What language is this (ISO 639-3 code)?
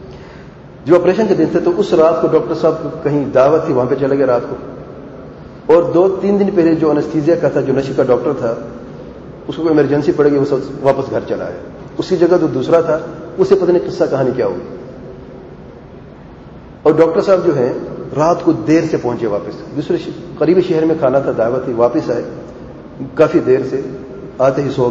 urd